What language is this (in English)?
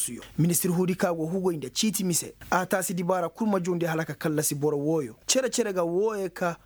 Koyraboro Senni